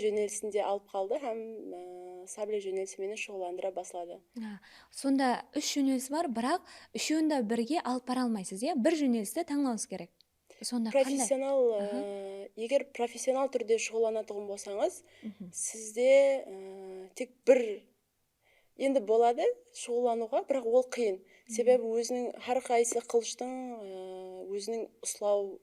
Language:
Kara-Kalpak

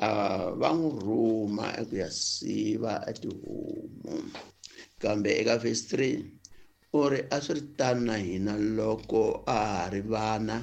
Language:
Tsonga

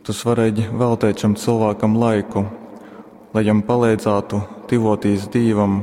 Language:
Latgalian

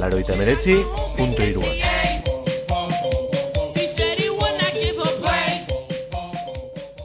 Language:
Basque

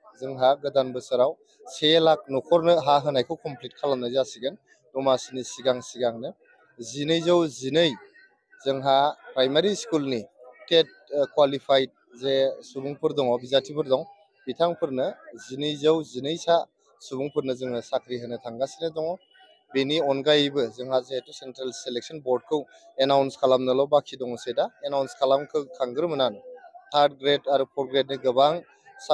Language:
Bodo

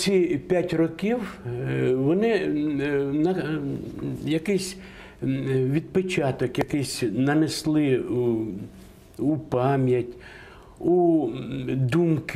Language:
Ukrainian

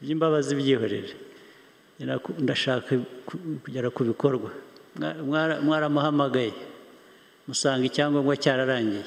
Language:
Kinyarwanda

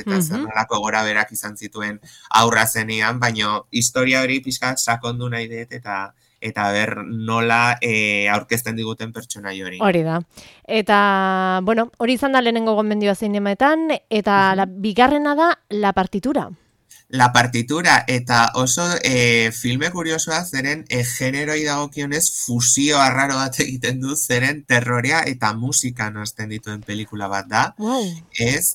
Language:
Basque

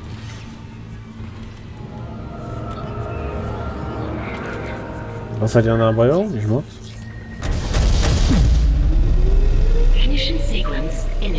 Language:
Slovak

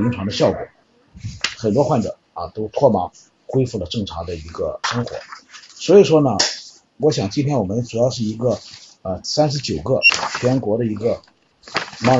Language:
Chinese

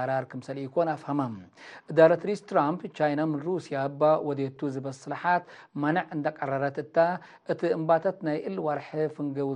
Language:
Tigre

